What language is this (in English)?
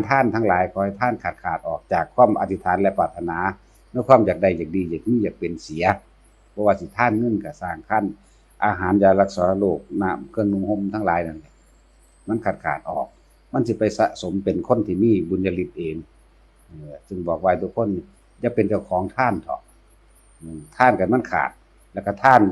Northeastern Thai